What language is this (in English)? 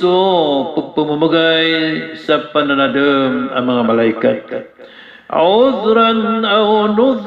Maranao